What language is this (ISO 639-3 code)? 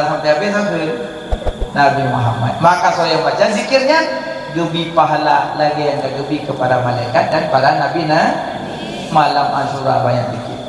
ace